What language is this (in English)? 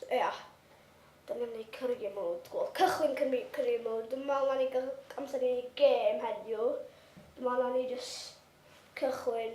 Welsh